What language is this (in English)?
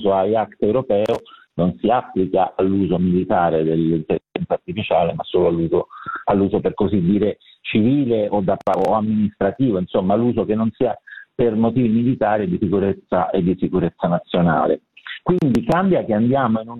Italian